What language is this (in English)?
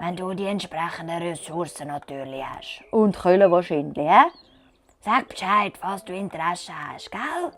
Swiss German